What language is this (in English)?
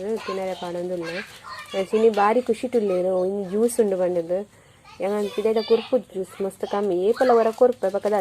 Tulu